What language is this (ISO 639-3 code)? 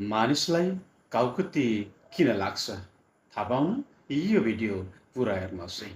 nep